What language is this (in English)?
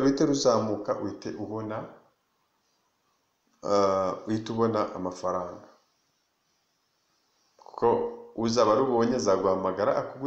Kinyarwanda